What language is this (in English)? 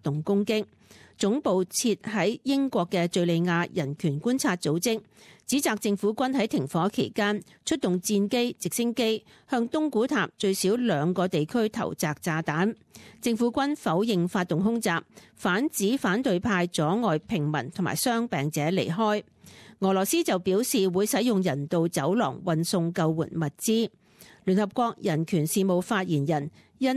Cantonese